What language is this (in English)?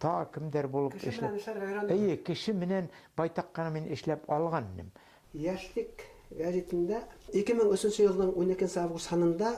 Bashkir